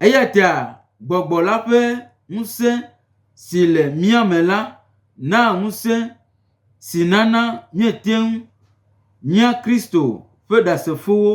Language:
Gen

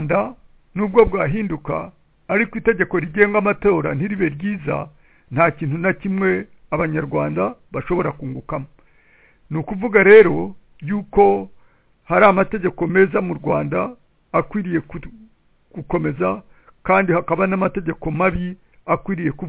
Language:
Kinyarwanda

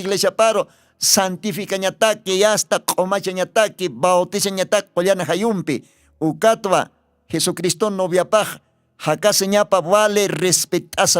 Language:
Aymara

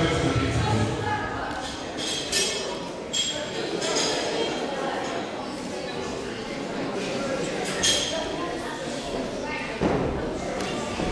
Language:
Russian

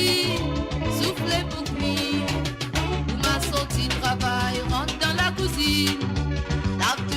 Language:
Morisyen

